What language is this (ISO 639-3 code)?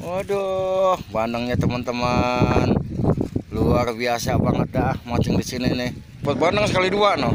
bew